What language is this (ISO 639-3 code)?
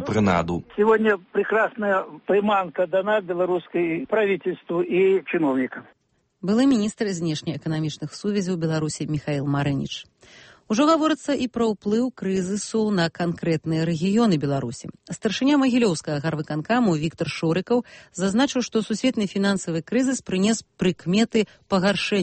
bel